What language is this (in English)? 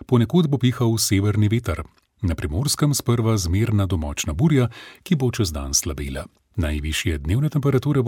Slovenian